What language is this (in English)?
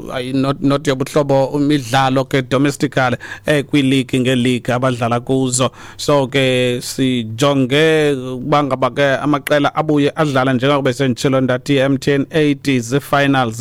Xhosa